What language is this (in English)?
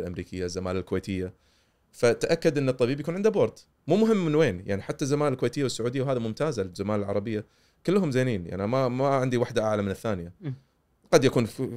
Gulf Arabic